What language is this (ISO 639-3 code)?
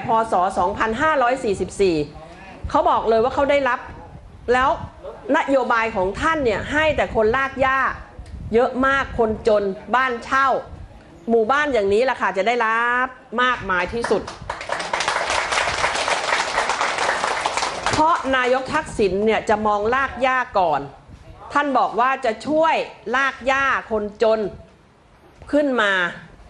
tha